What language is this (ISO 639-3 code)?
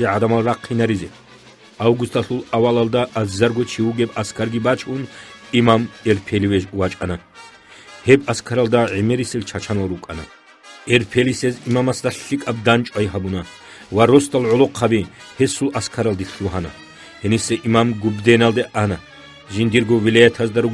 ava